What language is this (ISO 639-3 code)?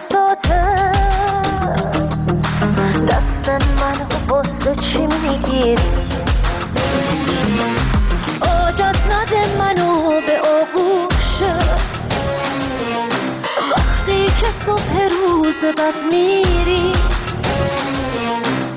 fas